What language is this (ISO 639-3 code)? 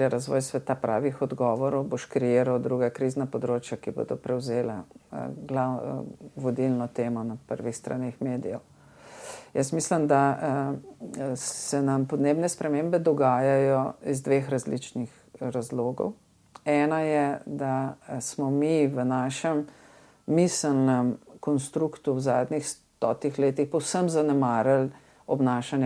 slv